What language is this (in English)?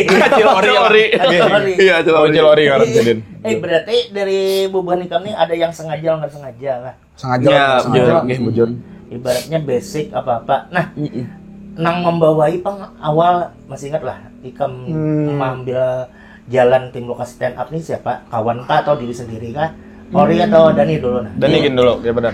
Banjar